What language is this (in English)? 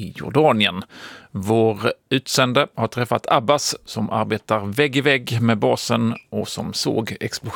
Swedish